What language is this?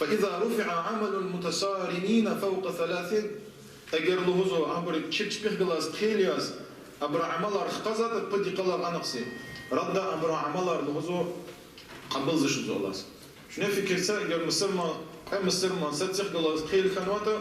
Lezghian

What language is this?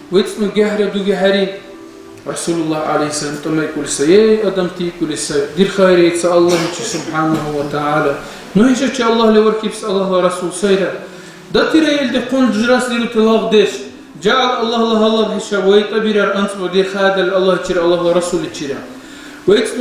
Dargwa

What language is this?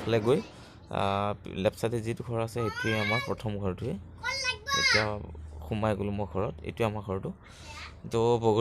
Assamese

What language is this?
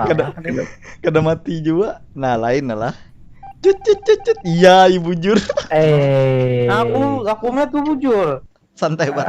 Banjar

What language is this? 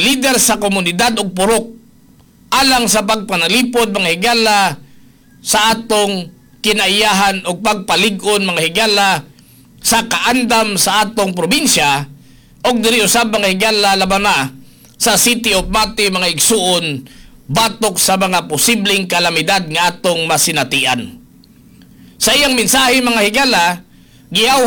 Cebuano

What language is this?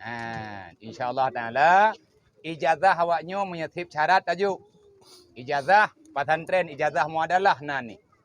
Achinese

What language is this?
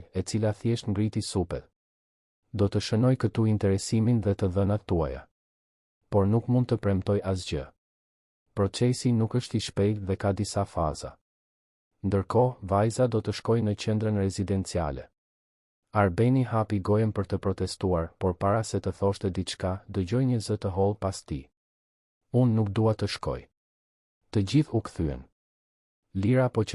Albanian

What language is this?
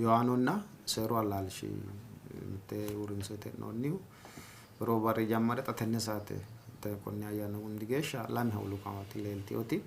Sidamo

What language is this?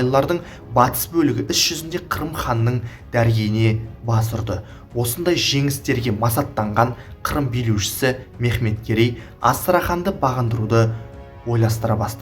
Kazakh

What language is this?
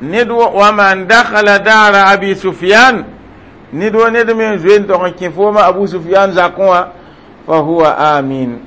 Mossi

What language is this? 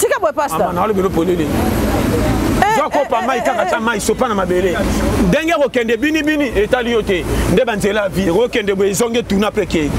Lingala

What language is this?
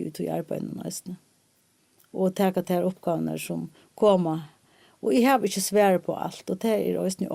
Faroese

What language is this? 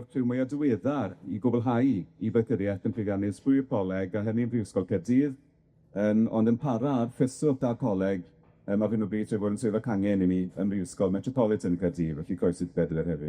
Welsh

